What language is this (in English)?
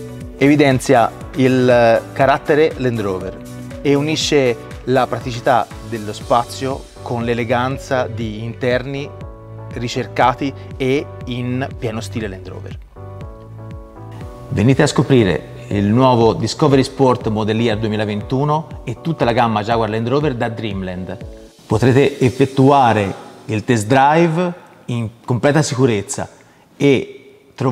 Italian